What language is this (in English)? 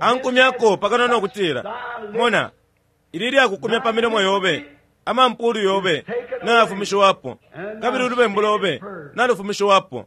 Bemba